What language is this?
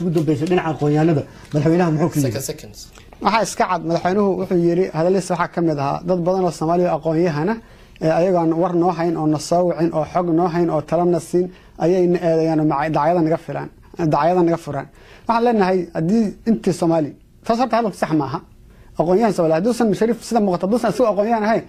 Somali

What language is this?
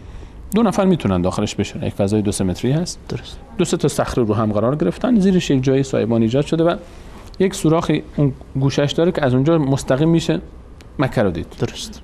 Persian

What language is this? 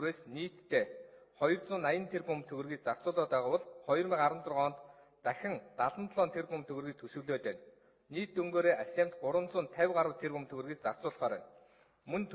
Mongolian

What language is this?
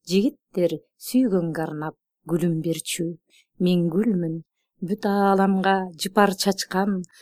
Kyrgyz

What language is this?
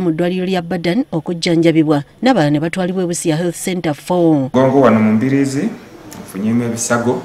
Ganda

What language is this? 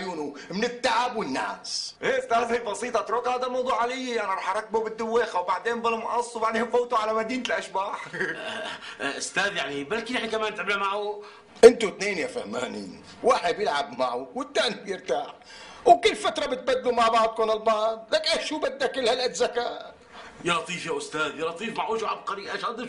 North Levantine Arabic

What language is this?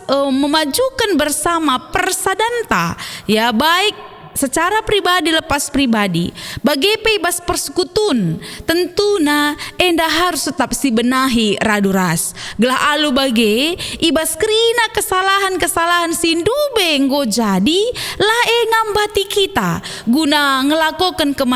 Batak Karo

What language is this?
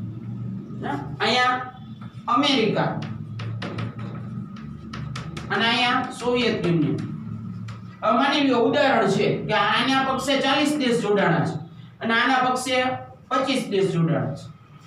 Gujarati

